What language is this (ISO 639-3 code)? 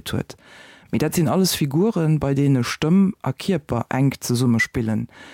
ltz